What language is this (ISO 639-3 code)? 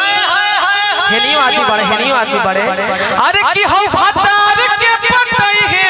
bho